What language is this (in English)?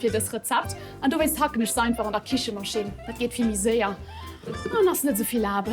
Luxembourgish